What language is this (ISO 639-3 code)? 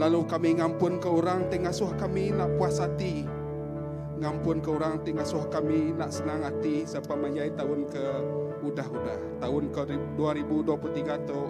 iba